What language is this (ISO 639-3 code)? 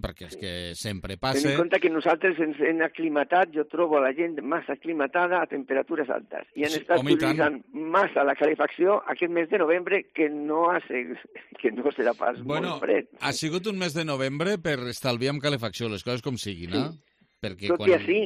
cat